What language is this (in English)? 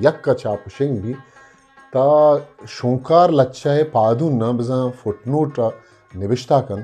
Eastern Balochi